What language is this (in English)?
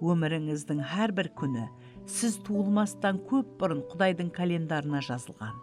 Kara-Kalpak